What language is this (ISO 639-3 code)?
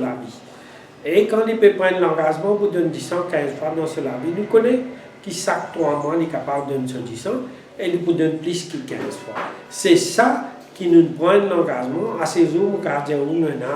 mfe